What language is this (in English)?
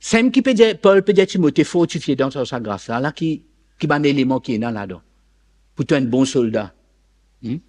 Morisyen